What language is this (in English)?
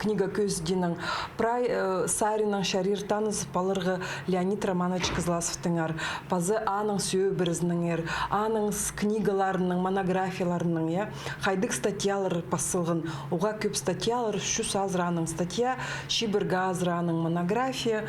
Khakas